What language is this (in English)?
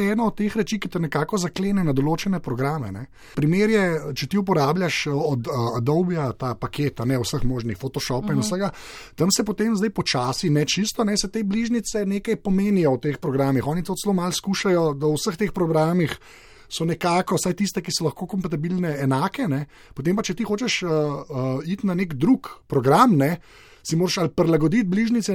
Slovenian